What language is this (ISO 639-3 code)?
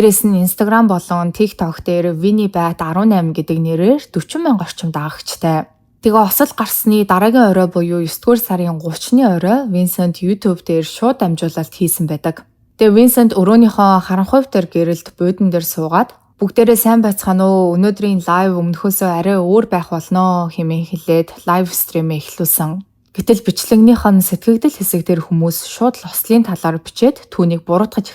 mon